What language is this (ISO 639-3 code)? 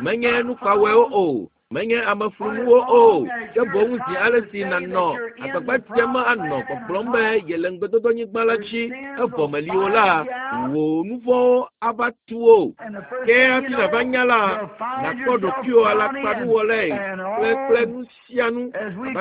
ewe